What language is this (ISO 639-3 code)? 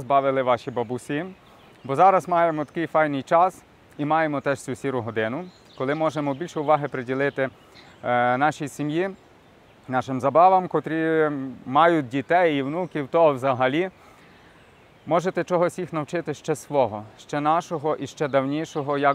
ukr